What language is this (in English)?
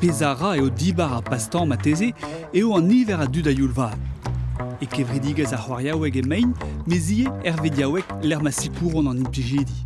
Breton